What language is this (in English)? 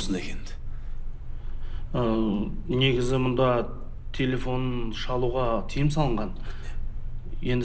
Kazakh